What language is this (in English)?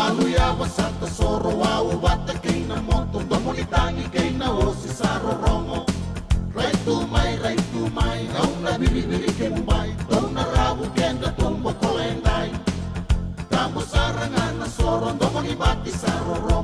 Fijian